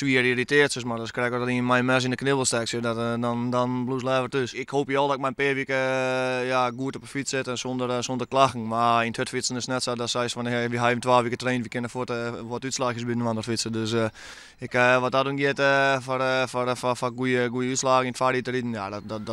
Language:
Western Frisian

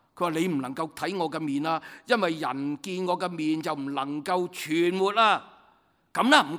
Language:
Cantonese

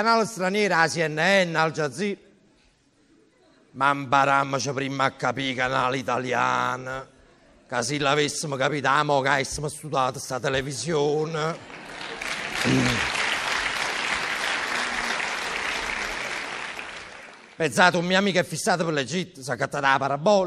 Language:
Italian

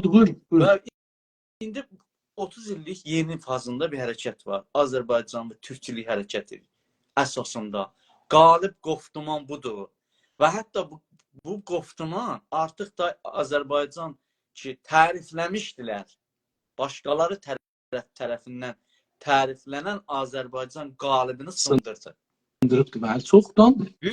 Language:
South Azerbaijani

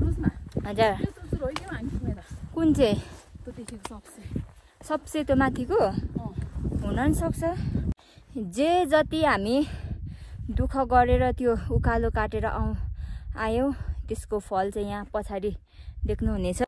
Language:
Nepali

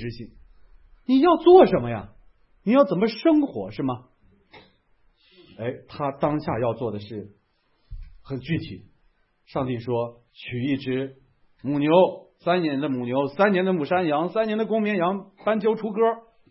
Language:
Chinese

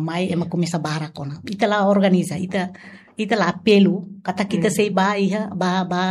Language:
Tetum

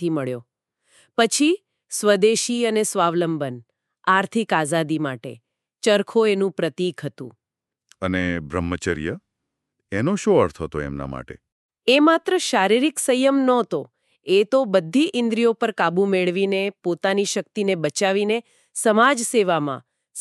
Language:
Gujarati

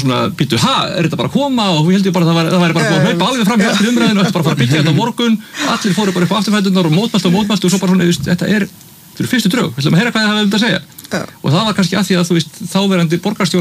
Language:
Icelandic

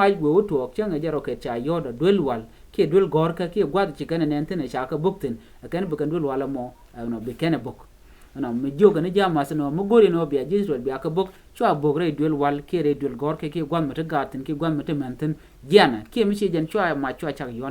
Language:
Nuer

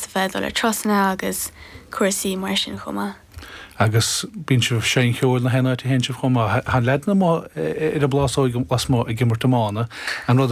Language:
Irish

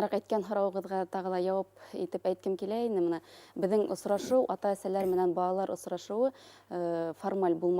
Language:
Bashkir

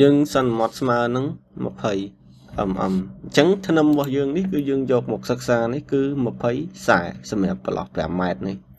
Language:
Khmer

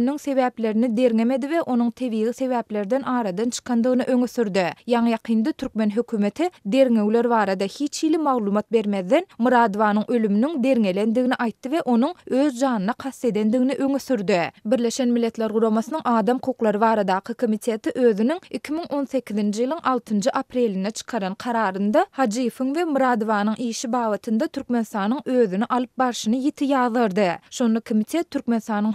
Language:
Turkmen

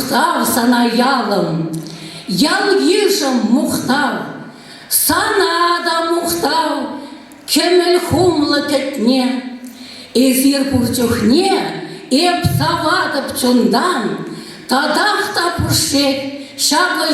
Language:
Chuvash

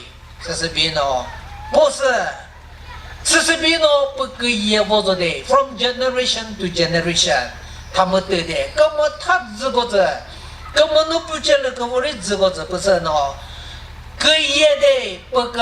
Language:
Chokri Naga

